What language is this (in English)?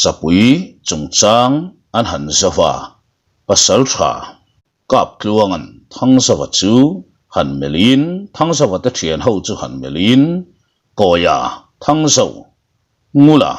Mizo